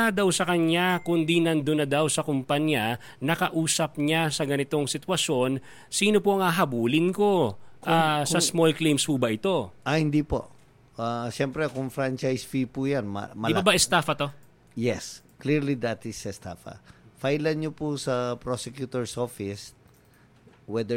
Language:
Filipino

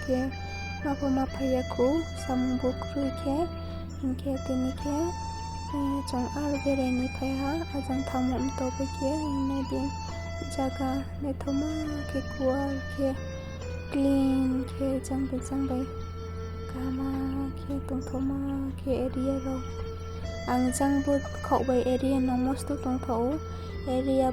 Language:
Riang (India)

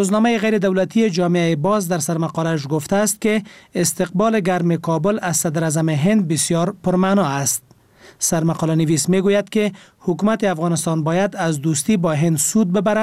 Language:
Persian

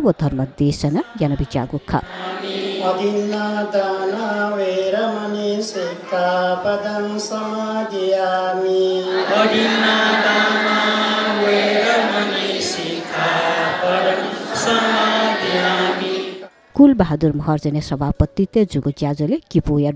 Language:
Newari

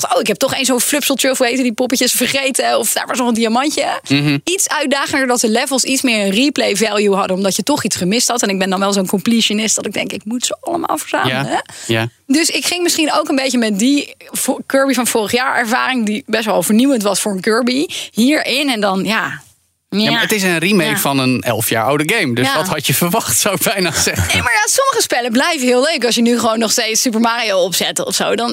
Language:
Dutch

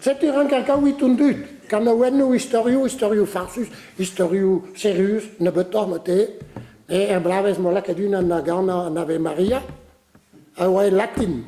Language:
Breton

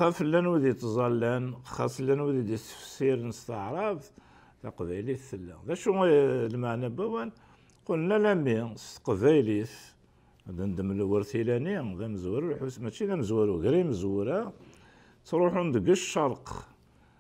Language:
Kabyle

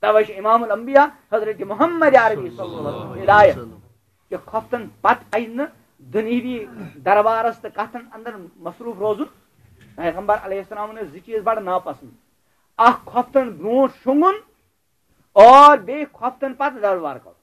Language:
Kashmiri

